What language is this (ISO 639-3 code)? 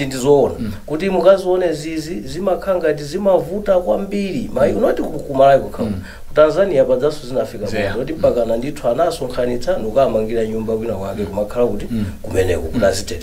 nya